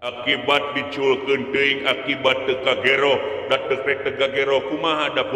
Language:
Sundanese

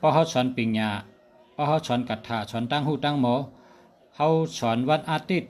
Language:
Shan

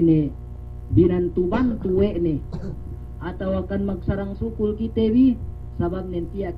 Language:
Yakan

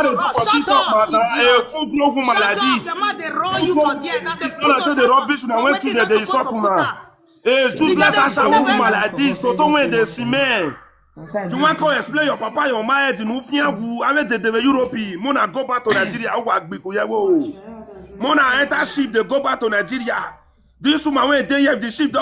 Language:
Nigerian Pidgin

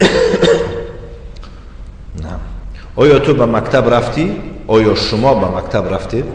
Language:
Tajik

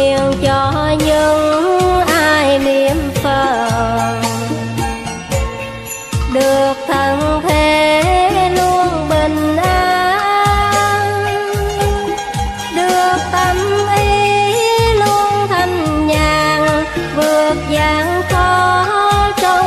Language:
Vietnamese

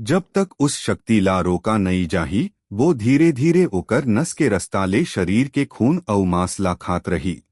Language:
Chhattisgarhi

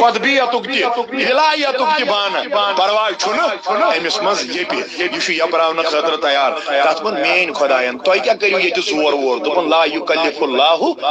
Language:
Kashmiri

